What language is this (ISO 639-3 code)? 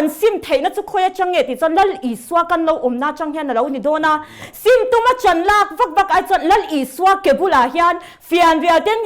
lus